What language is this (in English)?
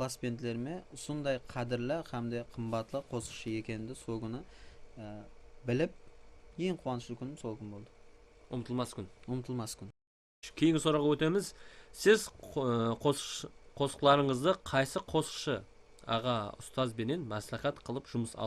Kara-Kalpak